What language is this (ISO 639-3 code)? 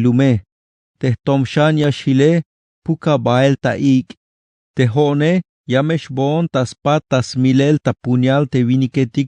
tzh